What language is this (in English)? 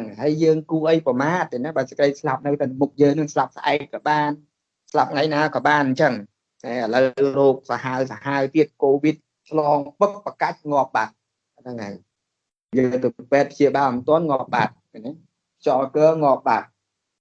Khmer